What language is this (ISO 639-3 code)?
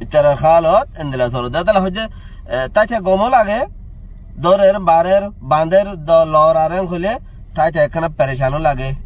rhg